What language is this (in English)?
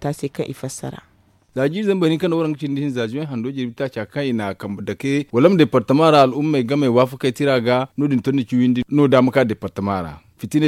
Zarma